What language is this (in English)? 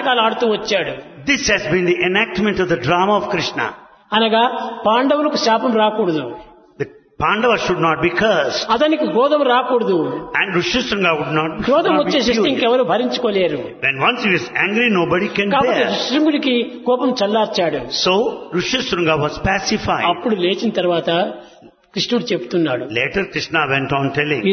Telugu